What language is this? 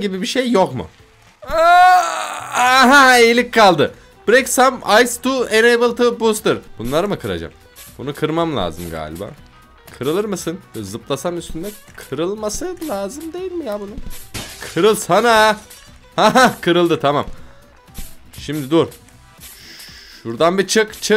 Turkish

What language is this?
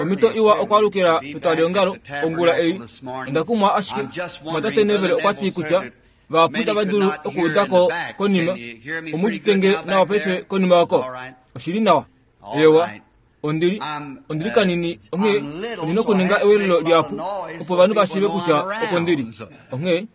Kuanyama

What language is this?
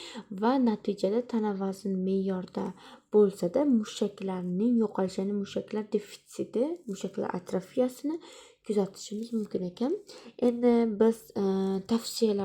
Uzbek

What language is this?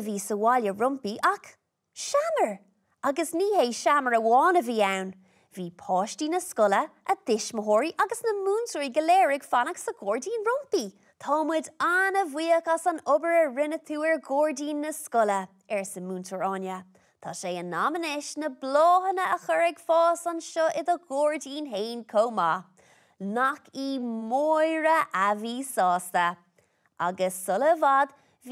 Irish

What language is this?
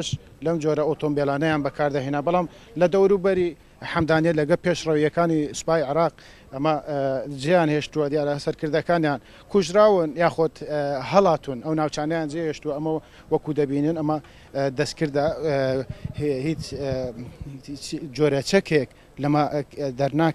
Central Kurdish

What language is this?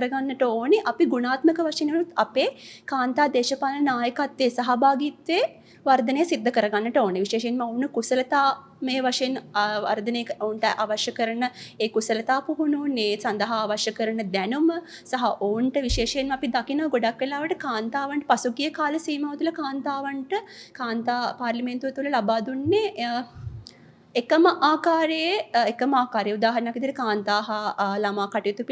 Sinhala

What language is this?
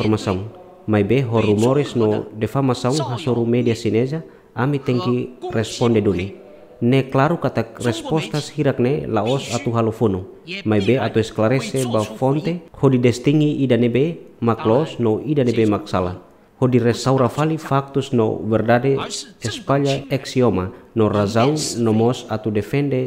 Tetum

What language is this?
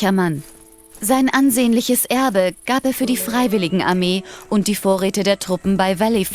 Bavarian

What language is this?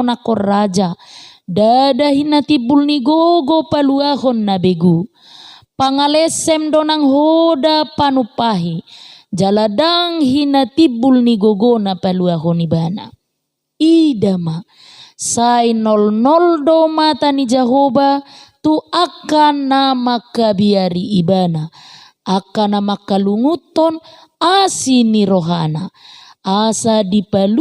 Batak Toba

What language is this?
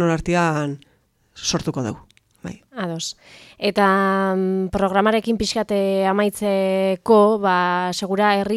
Basque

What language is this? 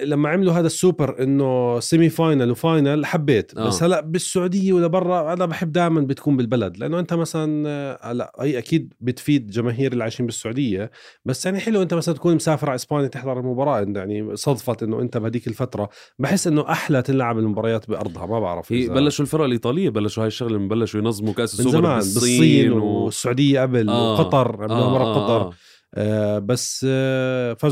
North Levantine Arabic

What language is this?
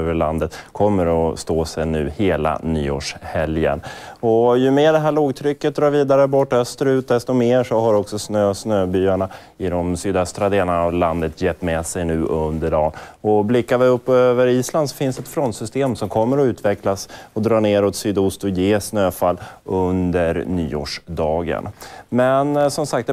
Swedish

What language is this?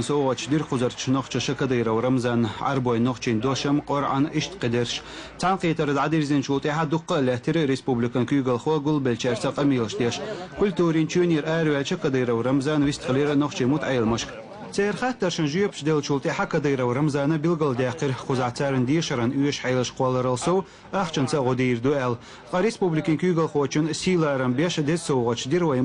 Chechen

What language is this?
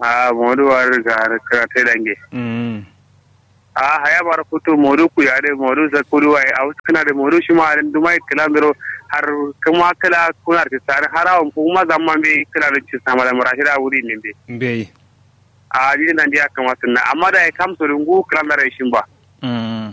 Kanuri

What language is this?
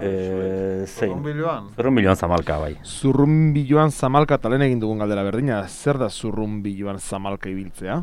Basque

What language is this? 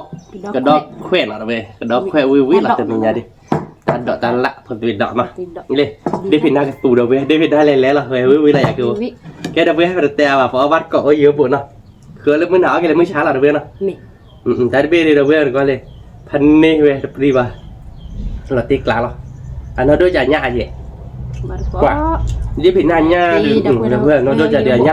S'gaw Karen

